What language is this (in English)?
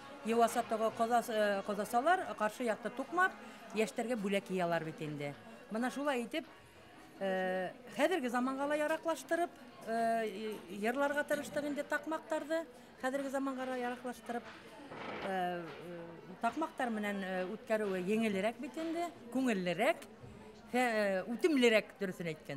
Bashkir